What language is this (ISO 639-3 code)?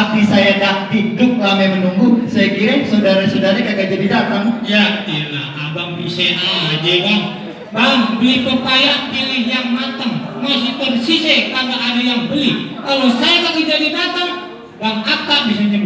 bew